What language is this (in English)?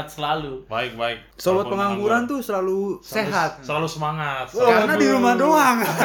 Indonesian